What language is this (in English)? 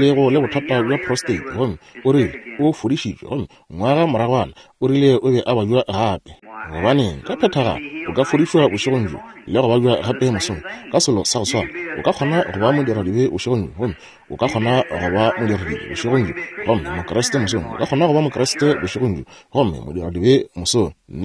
Northern Sotho